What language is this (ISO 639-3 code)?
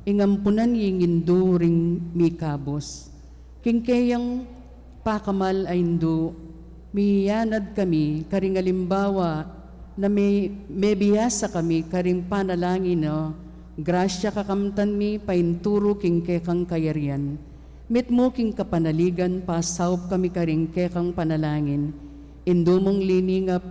pam